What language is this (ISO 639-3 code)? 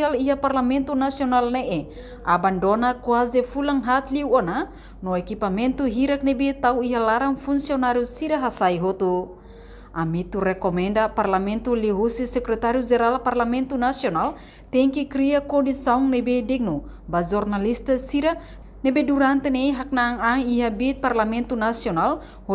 tet